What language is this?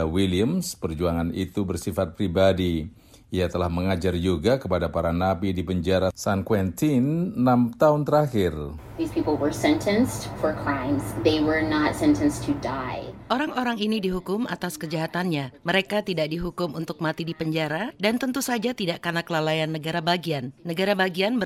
Indonesian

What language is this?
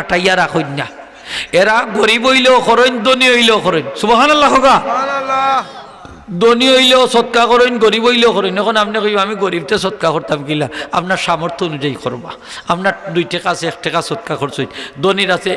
Sylheti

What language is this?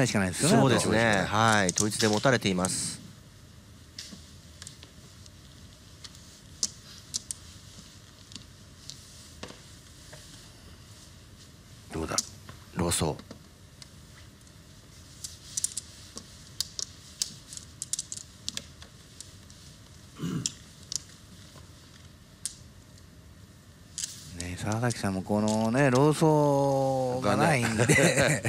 Japanese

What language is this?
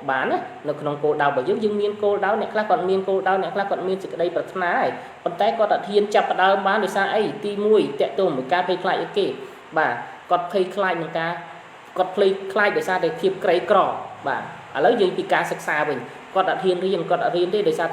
Khmer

